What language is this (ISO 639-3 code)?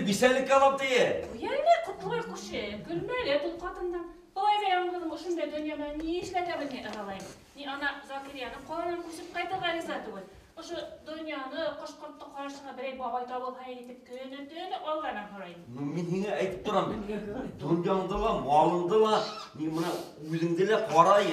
bak